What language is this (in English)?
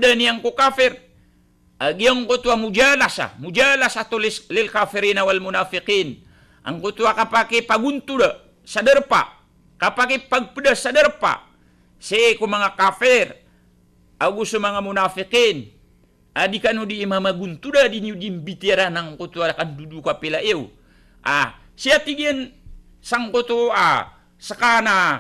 Maranao